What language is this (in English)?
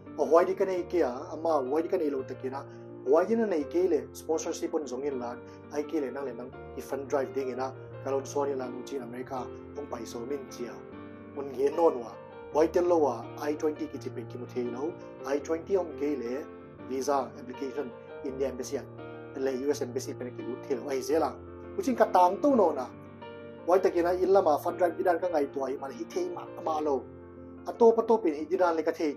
Paite Chin